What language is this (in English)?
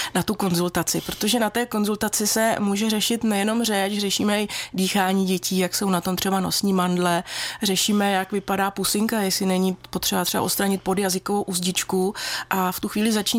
Czech